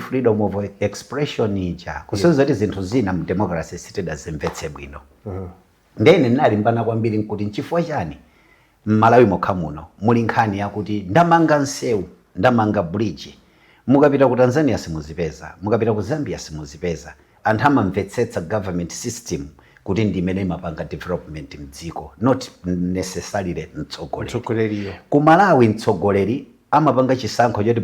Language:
Nyanja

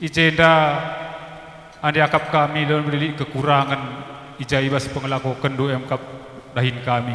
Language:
Batak Karo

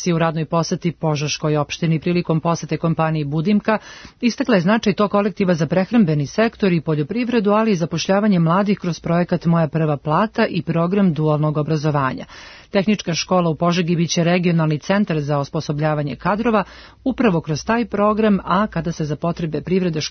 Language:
Serbian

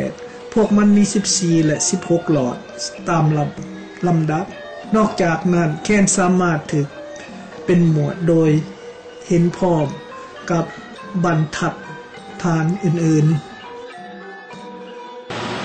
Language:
Thai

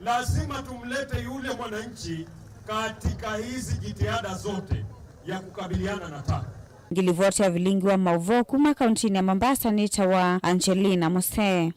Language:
Kamba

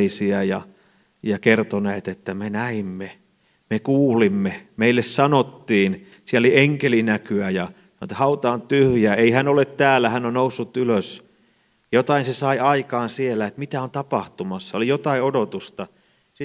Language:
Finnish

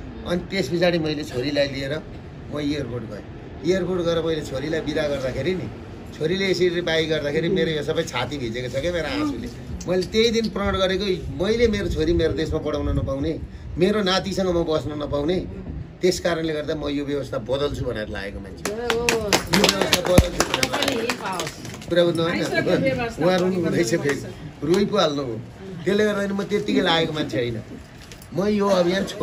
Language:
Nepali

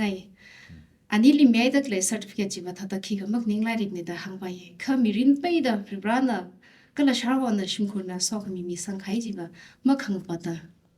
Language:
Tangkhul Naga (India)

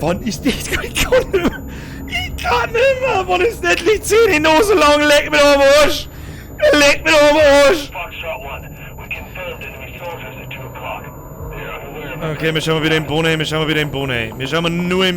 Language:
Bavarian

